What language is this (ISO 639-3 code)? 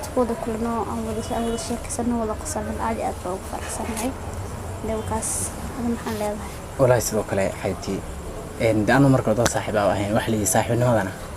som